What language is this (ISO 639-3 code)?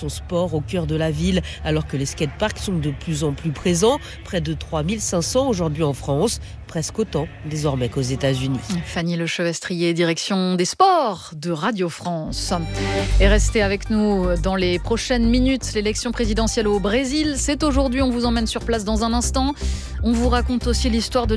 fra